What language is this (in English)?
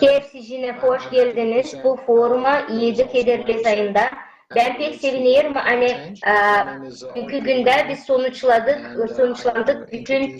Gagauz